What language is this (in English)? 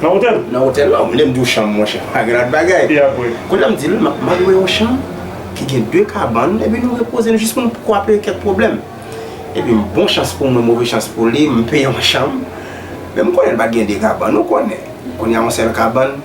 Haitian Creole